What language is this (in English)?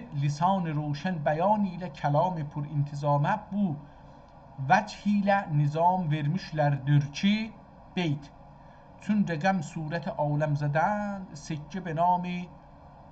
South Azerbaijani